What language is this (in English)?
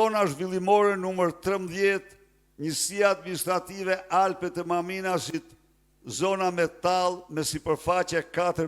Albanian